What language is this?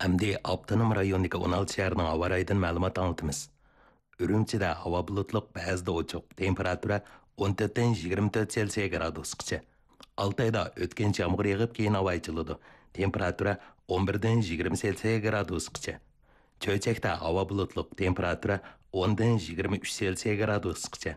Uyghur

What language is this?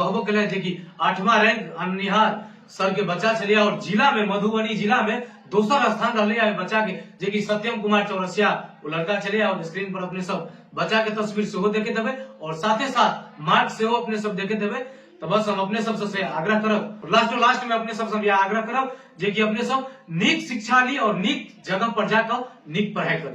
Maithili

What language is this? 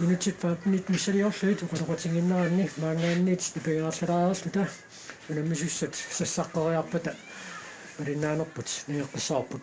Kalaallisut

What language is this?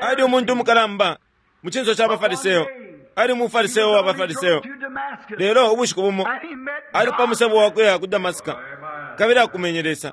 Bemba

